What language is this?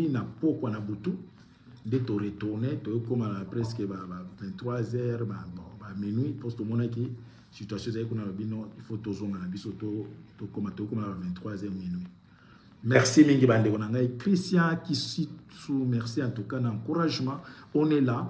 Lingala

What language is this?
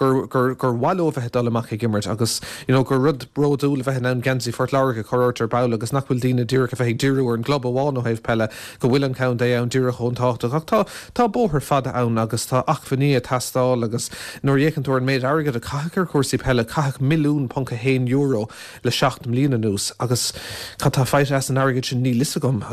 Irish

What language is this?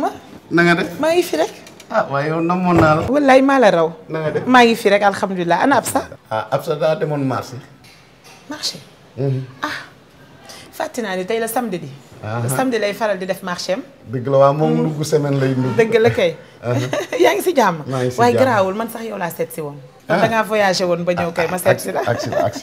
Wolof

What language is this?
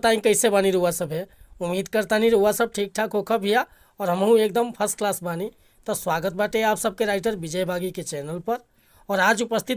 Bhojpuri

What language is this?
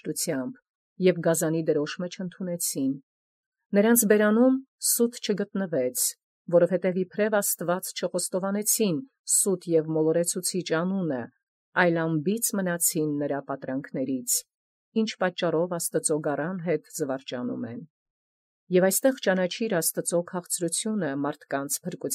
Armenian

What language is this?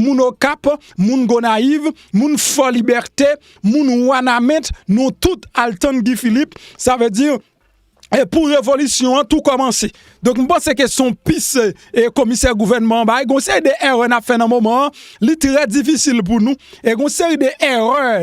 Haitian Creole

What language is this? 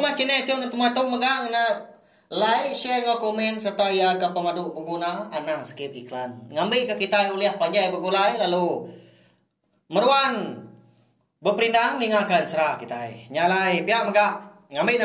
Iban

